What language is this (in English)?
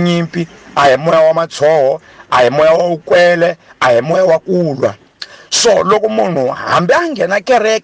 Tsonga